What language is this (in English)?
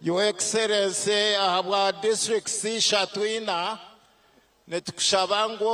Nyankole